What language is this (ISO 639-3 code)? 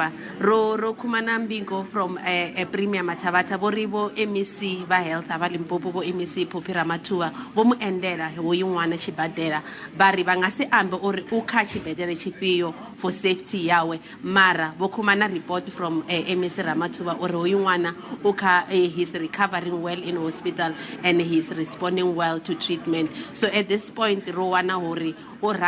ven